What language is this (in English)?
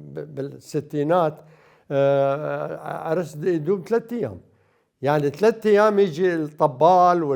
Mesopotamian Arabic